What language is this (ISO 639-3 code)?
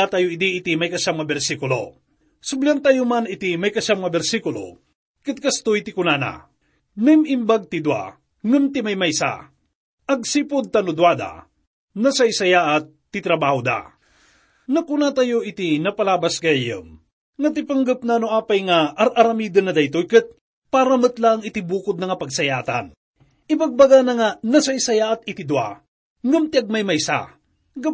ilo